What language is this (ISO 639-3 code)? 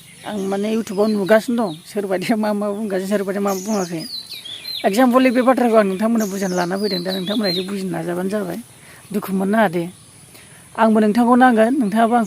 brx